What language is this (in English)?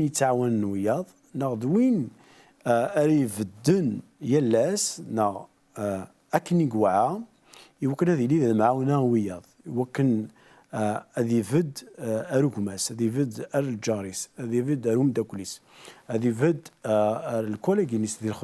Kabyle